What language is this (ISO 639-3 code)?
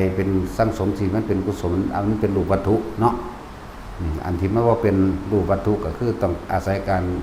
lao